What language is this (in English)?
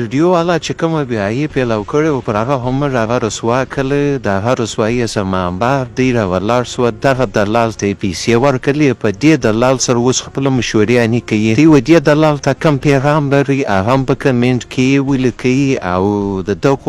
Pashto